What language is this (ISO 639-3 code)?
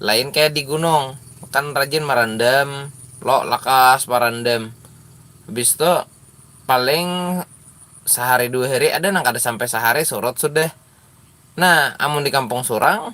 bjn